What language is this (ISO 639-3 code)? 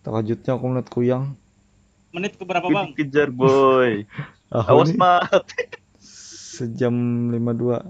bjn